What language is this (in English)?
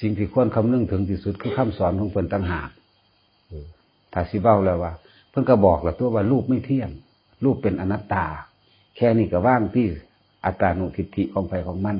Northeastern Thai